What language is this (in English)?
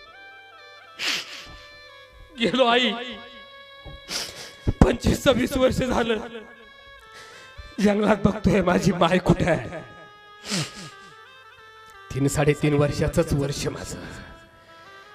Marathi